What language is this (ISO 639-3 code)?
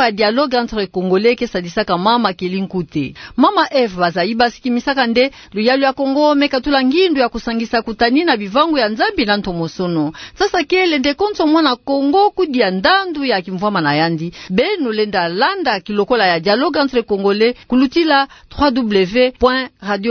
ktu